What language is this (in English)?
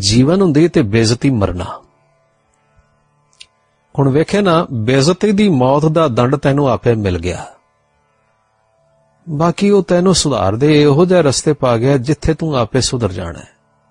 Punjabi